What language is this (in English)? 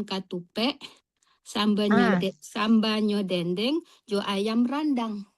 Minangkabau